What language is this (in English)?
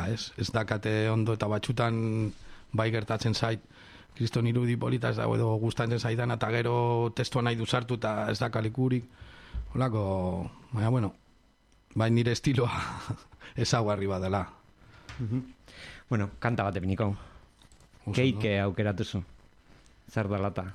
Basque